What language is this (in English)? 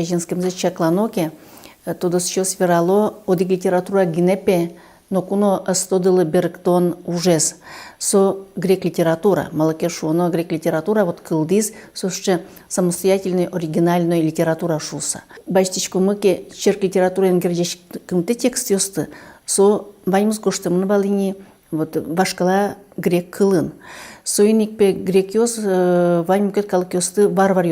Udmurt